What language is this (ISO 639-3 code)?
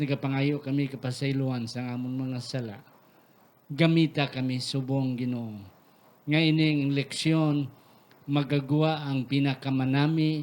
hil